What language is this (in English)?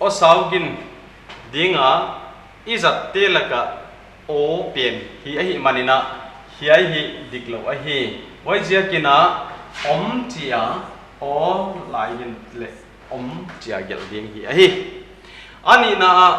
Paite Chin